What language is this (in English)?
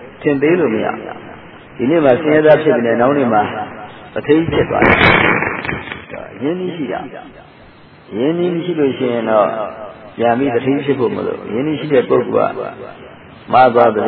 Burmese